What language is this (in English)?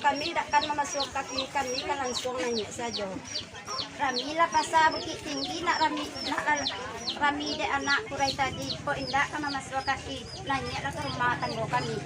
Minangkabau